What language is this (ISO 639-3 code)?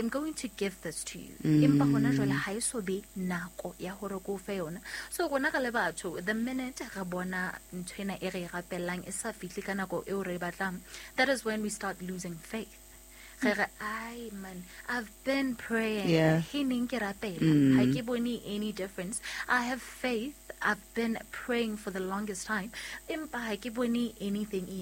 sot